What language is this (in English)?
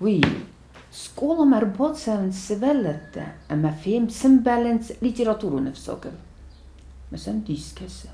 Ossetic